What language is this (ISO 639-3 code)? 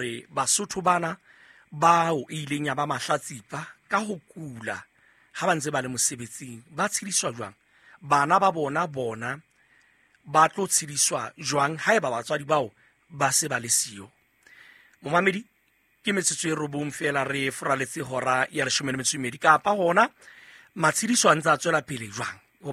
sot